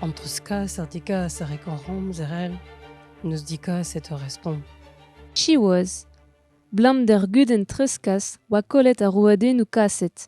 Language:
Breton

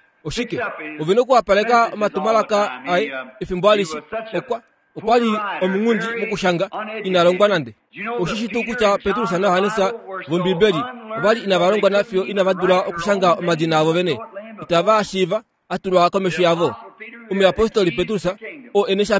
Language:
Kuanyama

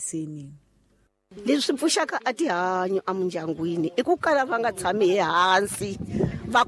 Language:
Tsonga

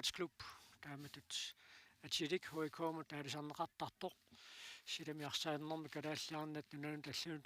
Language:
Kalaallisut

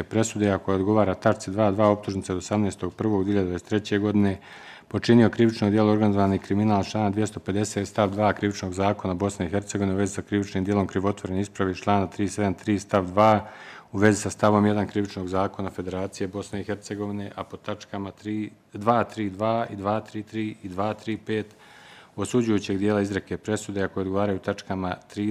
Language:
Bosnian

